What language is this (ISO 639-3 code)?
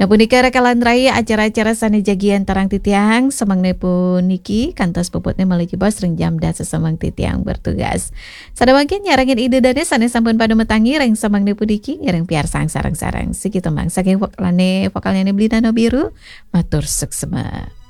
ban